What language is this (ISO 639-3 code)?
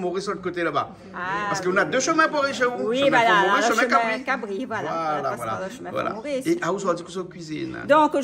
rcf